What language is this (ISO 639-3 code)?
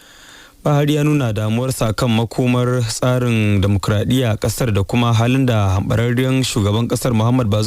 hau